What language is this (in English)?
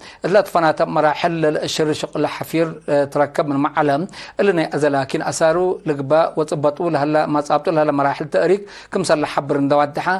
Tigre